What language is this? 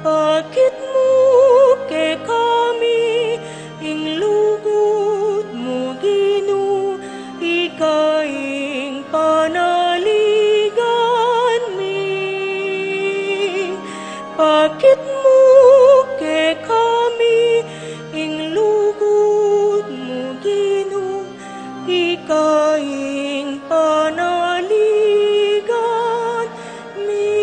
Pampanga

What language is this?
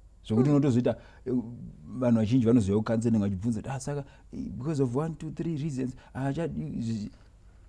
Shona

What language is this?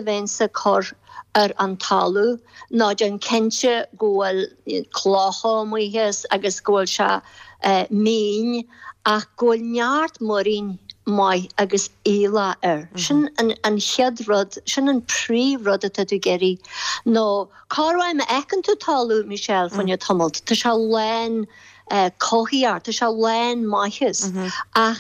Irish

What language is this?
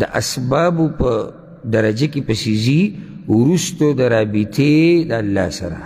Pashto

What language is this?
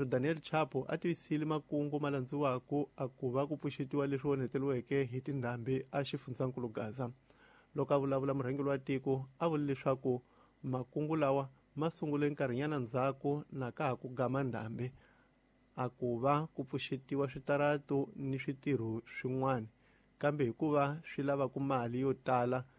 Tsonga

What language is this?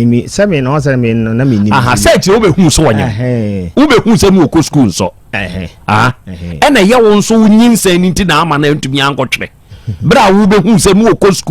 Akan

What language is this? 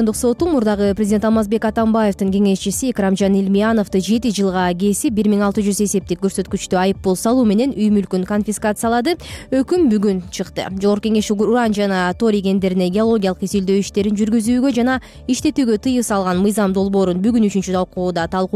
Kyrgyz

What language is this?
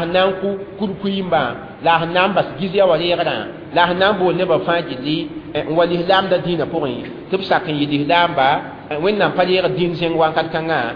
Mossi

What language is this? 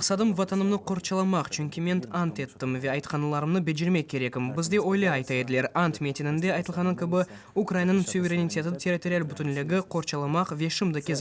Crimean Tatar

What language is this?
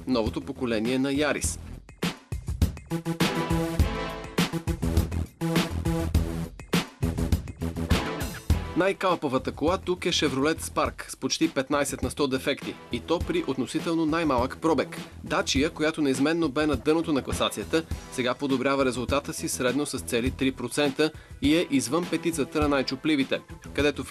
Bulgarian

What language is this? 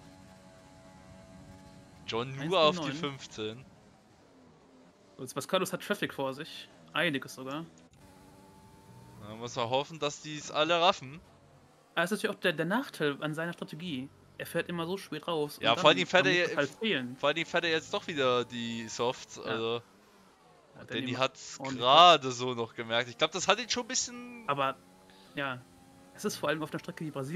German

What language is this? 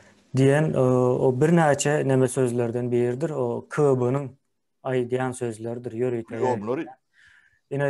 Turkmen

